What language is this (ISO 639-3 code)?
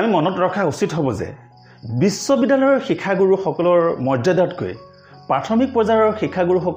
asm